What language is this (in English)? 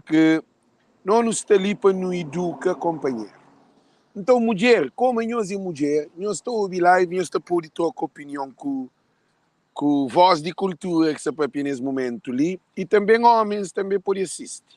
Kabuverdianu